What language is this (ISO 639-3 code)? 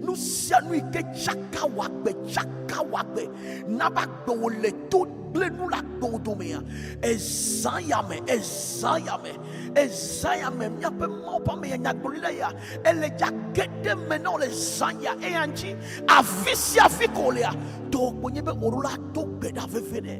ewe